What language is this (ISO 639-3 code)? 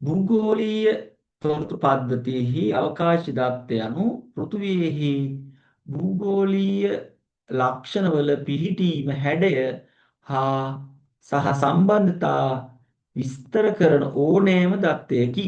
sin